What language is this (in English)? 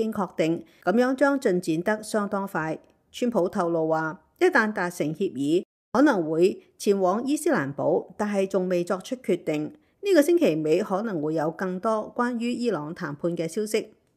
Cantonese